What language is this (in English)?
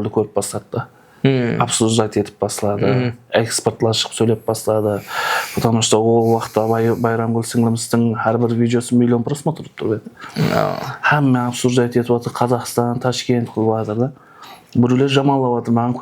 Kara-Kalpak